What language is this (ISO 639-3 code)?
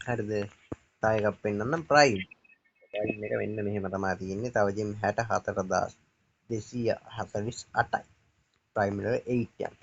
sin